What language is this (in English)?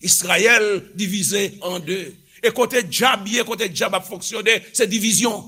Haitian Creole